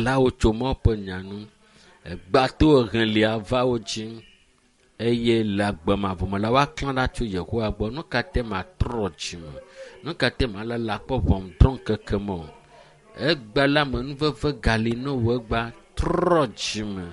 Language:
Ewe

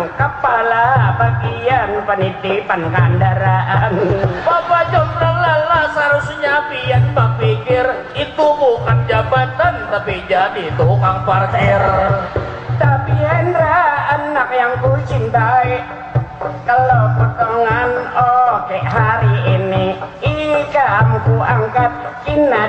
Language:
Banjar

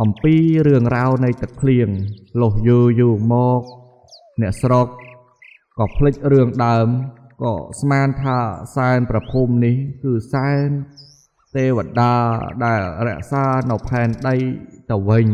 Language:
Khmer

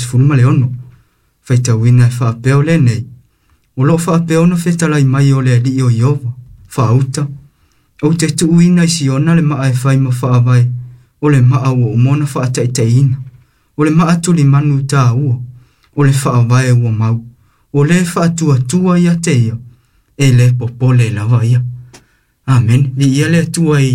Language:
Samoan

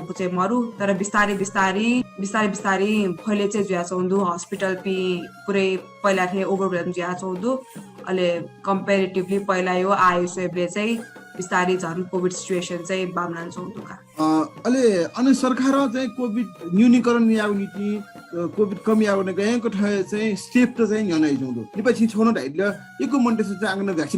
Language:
Newari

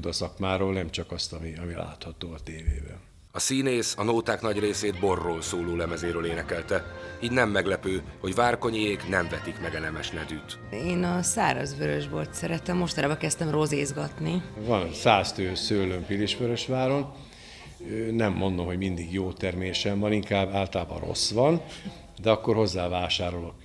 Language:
Hungarian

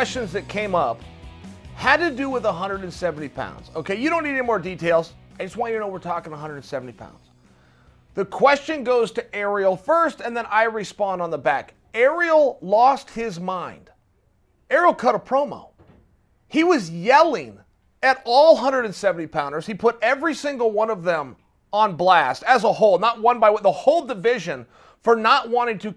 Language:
English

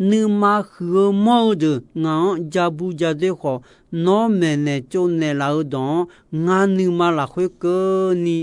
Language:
Akha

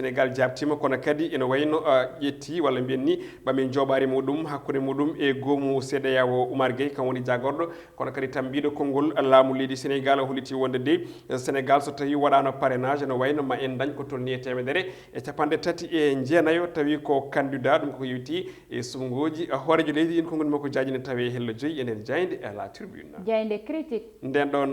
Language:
Fula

